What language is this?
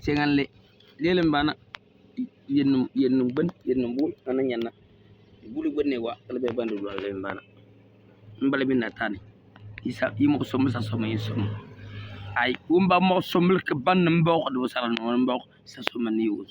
Bimoba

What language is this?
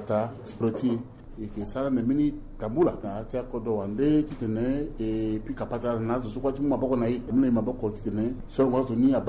Sango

